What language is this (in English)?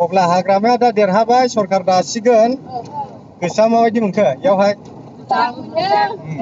Bodo